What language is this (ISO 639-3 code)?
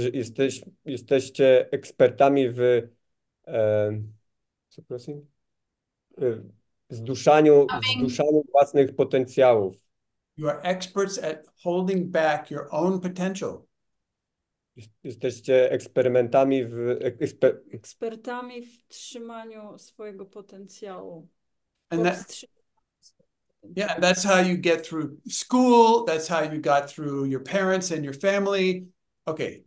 pol